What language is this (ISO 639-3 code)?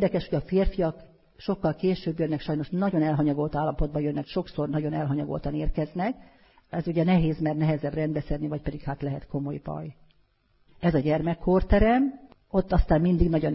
hun